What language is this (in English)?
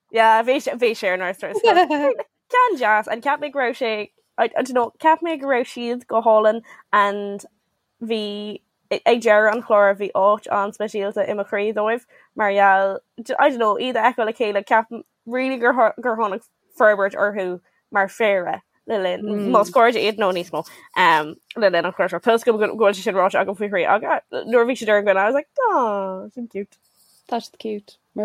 Irish